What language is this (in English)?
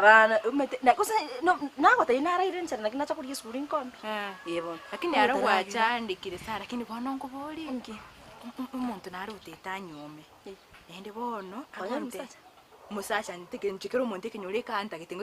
Gusii